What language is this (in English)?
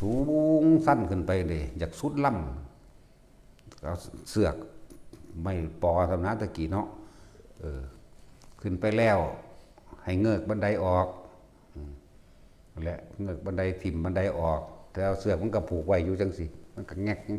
Northeastern Thai